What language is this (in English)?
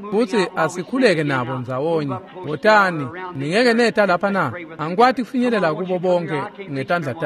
Swati